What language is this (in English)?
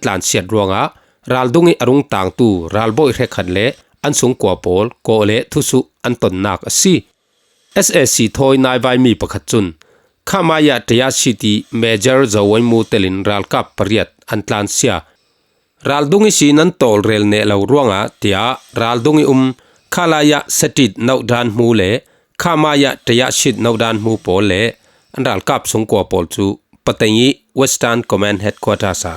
Falam Chin